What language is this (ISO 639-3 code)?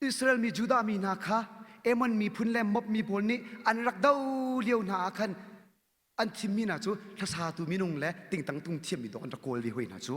cnh